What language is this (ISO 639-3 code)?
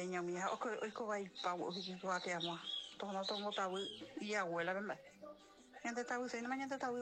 grn